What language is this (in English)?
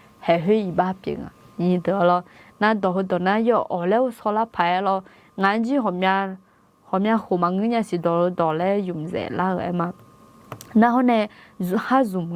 Akha